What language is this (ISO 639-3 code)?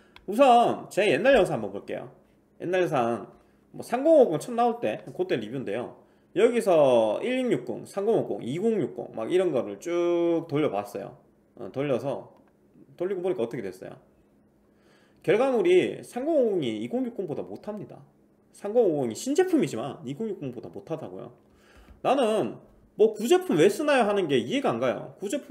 kor